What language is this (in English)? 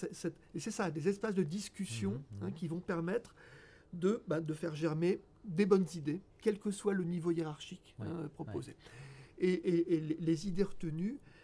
French